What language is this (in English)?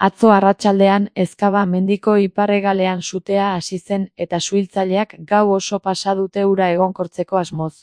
Basque